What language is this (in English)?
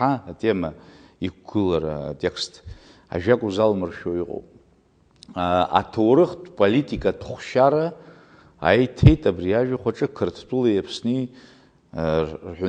Abkhazian